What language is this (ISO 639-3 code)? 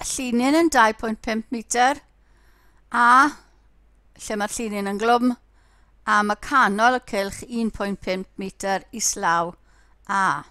cym